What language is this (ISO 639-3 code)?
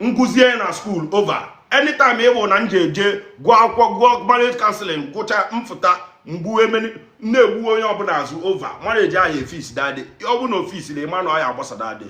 ibo